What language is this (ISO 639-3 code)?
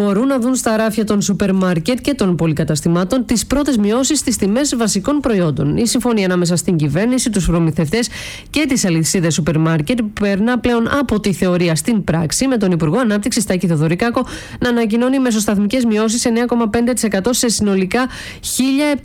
ell